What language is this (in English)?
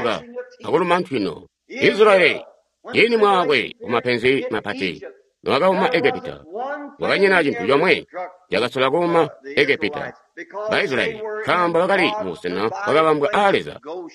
Tonga (Zambia)